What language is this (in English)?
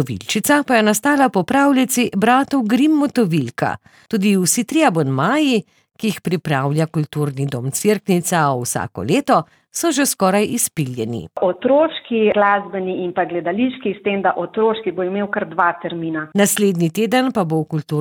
Slovenian